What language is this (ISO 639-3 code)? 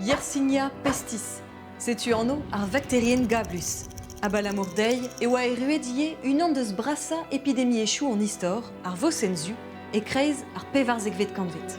bre